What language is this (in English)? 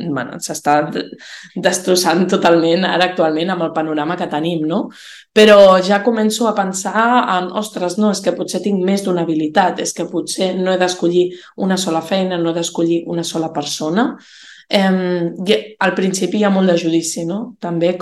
Catalan